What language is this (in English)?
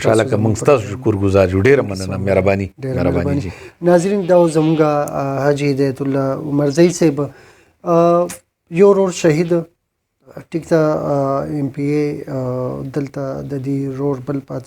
Pashto